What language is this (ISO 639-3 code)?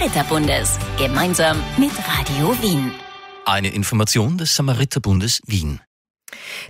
deu